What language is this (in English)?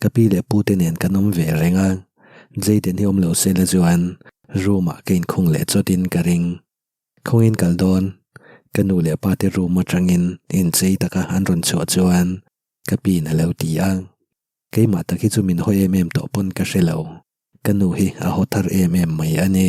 Mizo